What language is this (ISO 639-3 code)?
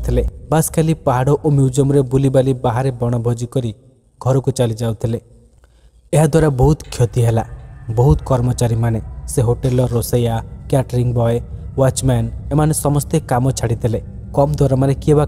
ori